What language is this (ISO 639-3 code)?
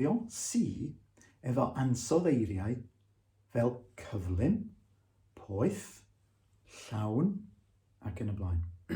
cym